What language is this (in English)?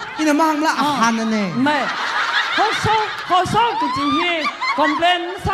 Tangkhul Naga (India)